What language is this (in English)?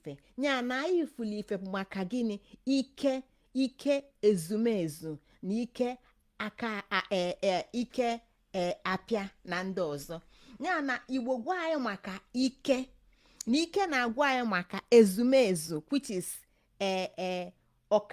Igbo